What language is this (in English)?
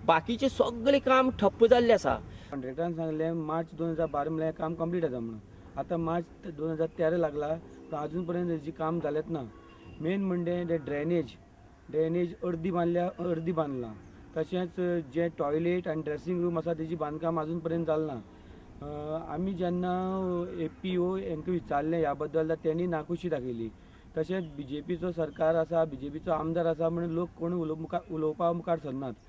Konkani